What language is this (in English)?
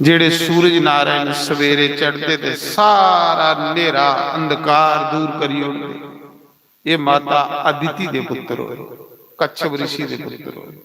Dogri